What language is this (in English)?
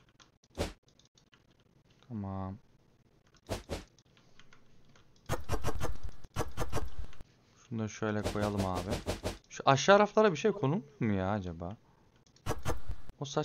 Turkish